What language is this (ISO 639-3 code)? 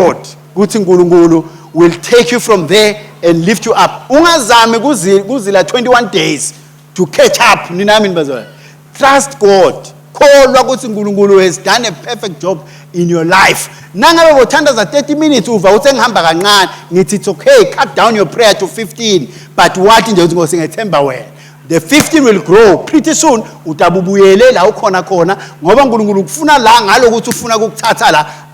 ssw